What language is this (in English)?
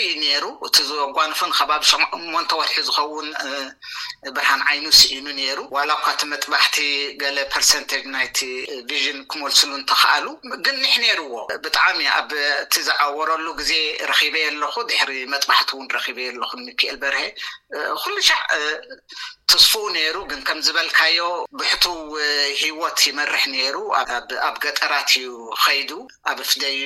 Tigrinya